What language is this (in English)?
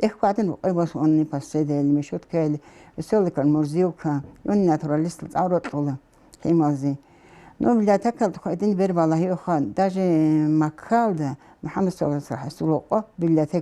Avaric